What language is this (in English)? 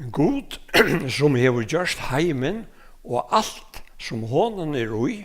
Faroese